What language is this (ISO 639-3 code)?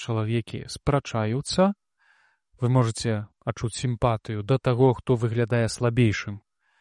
bel